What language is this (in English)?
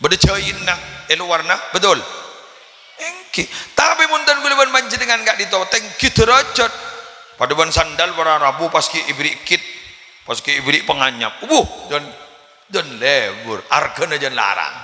Madurese